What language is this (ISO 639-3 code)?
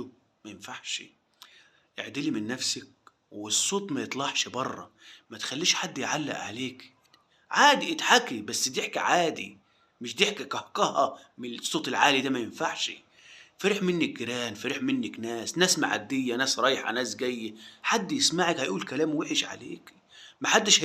arz